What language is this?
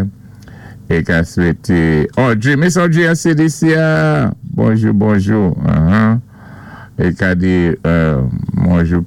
Saint Lucian Creole French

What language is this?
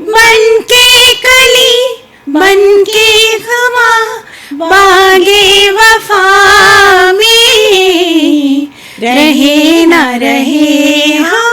Dogri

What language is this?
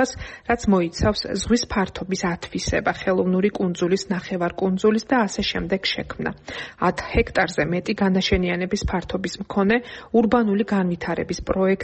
Georgian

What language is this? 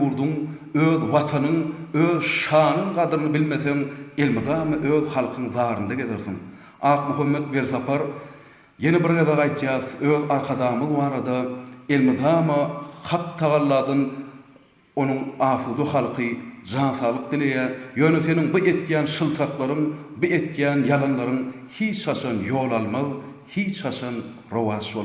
Turkmen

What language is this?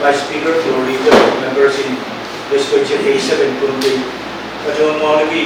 Pohnpeian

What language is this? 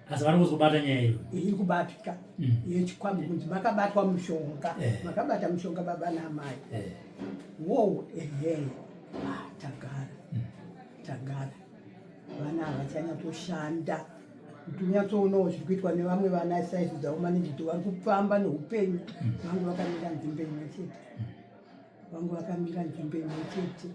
Shona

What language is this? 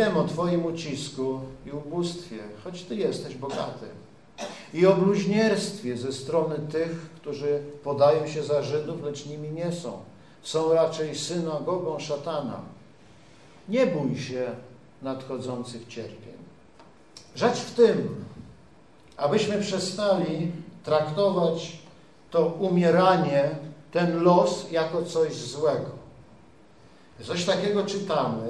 Polish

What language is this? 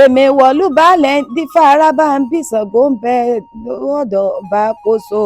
Yoruba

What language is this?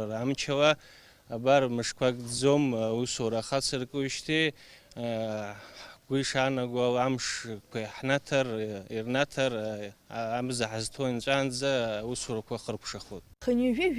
Abkhazian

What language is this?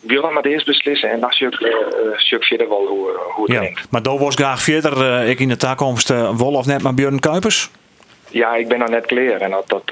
Western Frisian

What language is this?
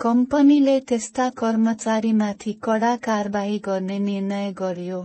Nepali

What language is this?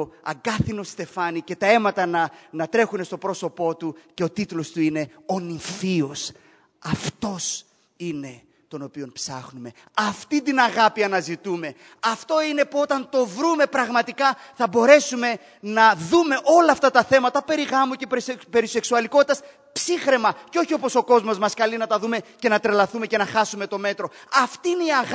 Greek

